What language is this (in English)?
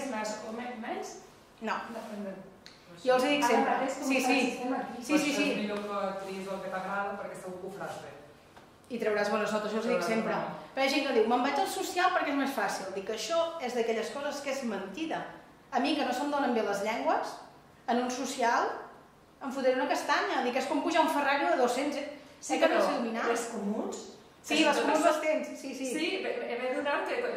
Catalan